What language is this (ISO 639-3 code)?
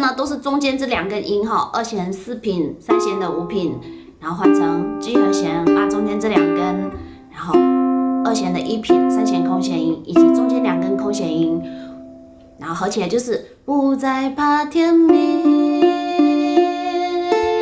zho